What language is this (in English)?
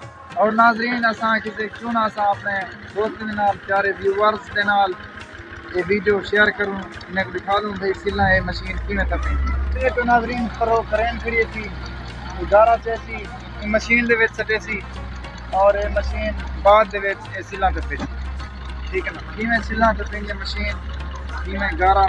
Saraiki